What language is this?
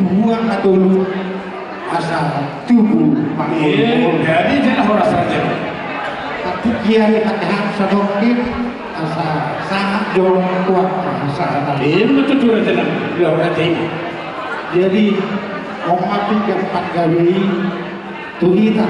Batak Toba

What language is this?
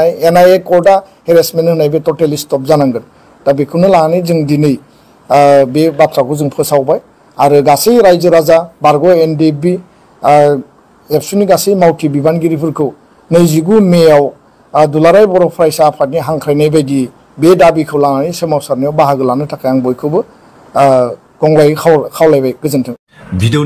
Bodo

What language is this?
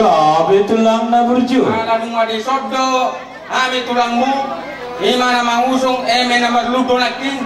Batak Toba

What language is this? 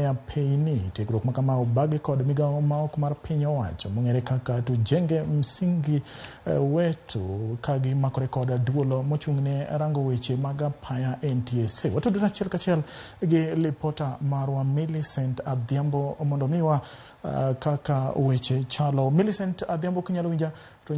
Luo (Kenya and Tanzania)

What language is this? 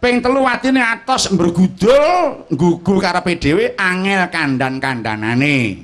Javanese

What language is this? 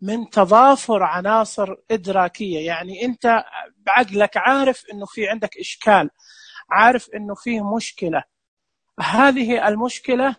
Najdi Arabic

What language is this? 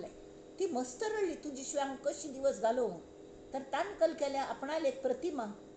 Konkani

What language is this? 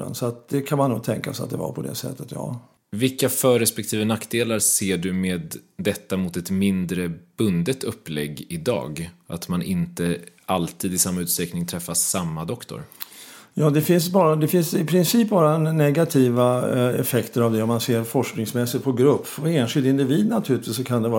Swedish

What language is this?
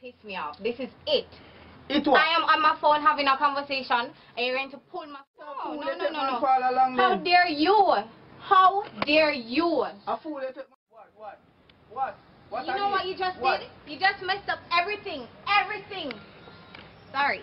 Jamaican Creole English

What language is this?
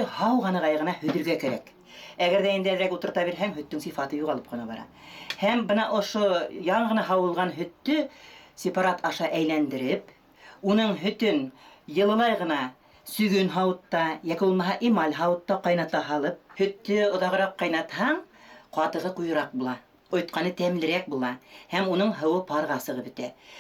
Bashkir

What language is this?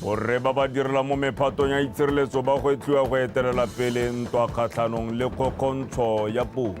Tswana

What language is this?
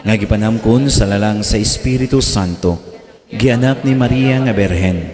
Cebuano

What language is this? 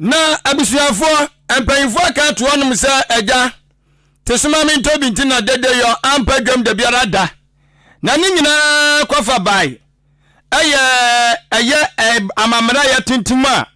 Akan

